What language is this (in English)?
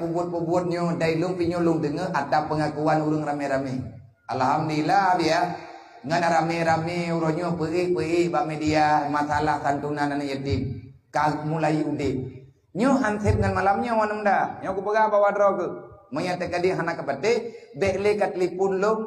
Achinese